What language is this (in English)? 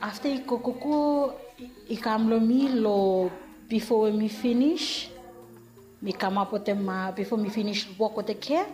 Bislama